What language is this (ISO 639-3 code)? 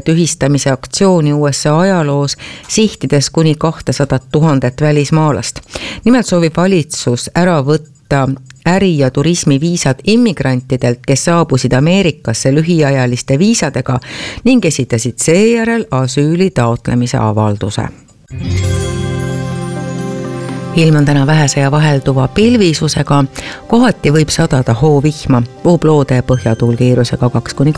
est